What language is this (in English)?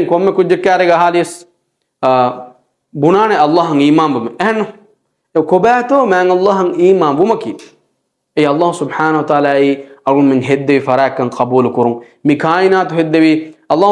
Divehi